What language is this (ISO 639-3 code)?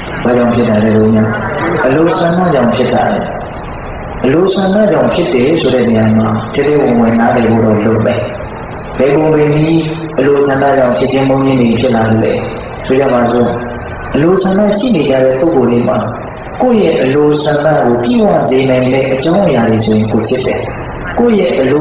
mya